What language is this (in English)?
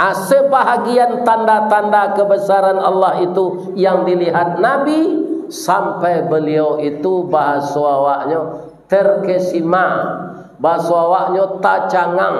Minangkabau